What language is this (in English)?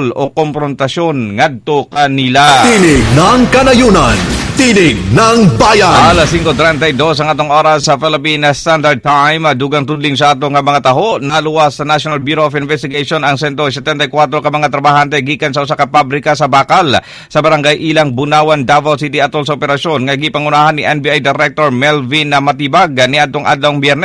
Cebuano